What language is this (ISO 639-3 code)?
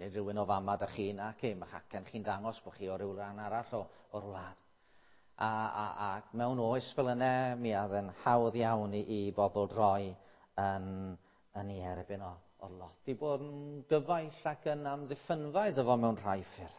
cym